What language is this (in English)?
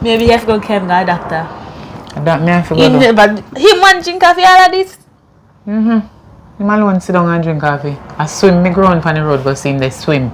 Jamaican Creole English